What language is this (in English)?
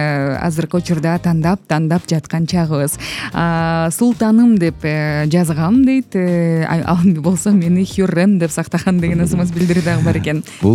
Kyrgyz